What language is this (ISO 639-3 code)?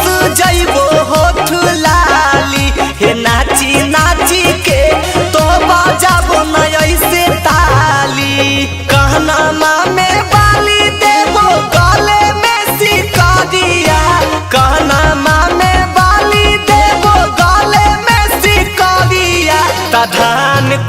mag